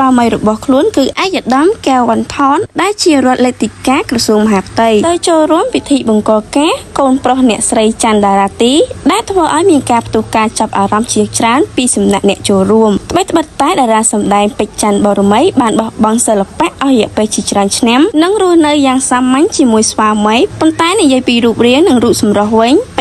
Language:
Khmer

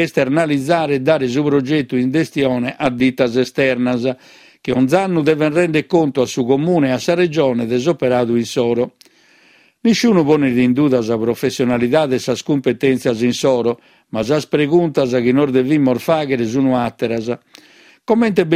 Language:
Sardinian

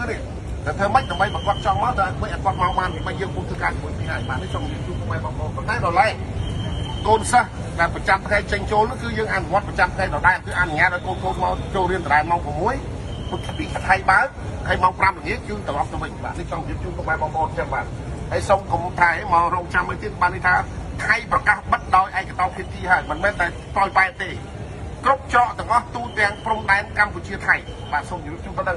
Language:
Khmer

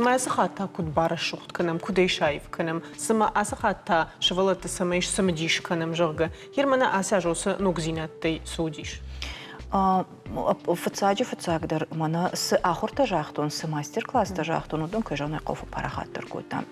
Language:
Ossetic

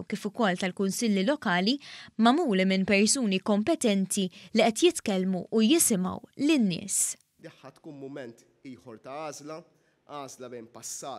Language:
Maltese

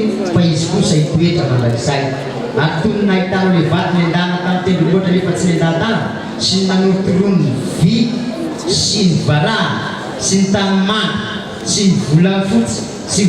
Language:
Malagasy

